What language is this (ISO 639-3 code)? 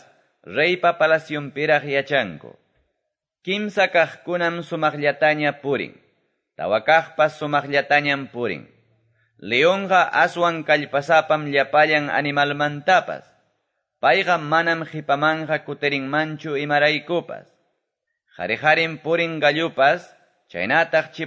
que